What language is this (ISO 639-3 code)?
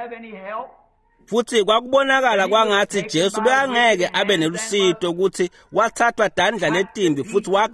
ssw